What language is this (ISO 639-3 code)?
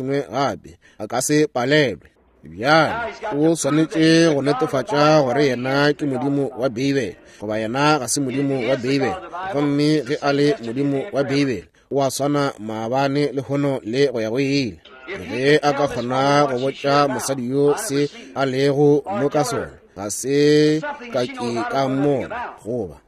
nso